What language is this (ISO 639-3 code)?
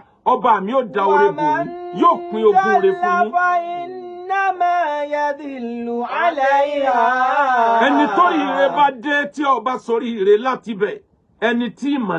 yor